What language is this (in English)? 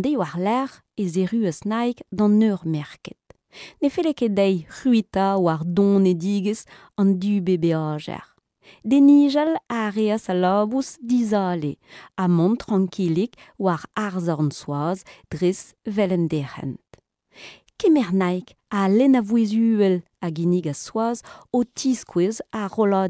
Breton